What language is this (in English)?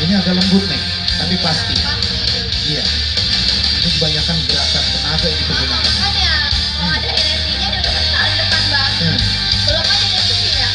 Betawi